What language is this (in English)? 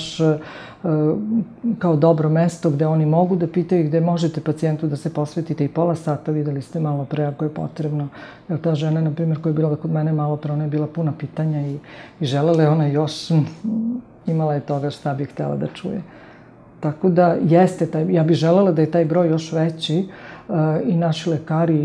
Serbian